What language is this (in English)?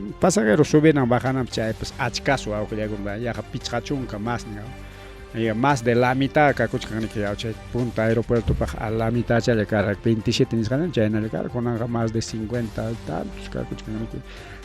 Ayacucho Quechua